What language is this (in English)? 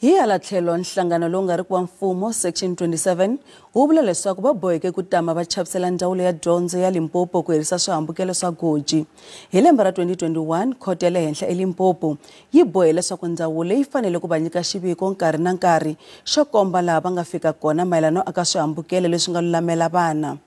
Tsonga